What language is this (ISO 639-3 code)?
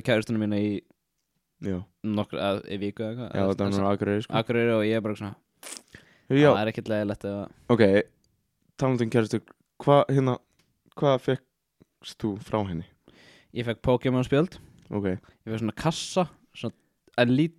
isl